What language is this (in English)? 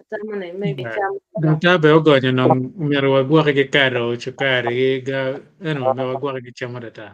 Acoli